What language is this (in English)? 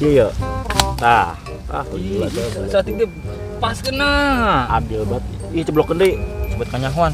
Sundanese